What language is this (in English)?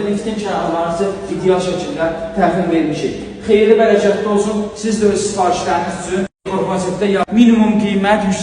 Azerbaijani